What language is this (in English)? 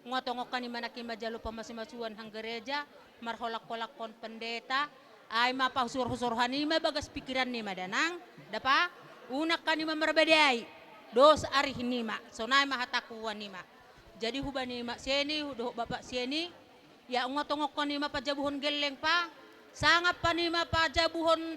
Batak Toba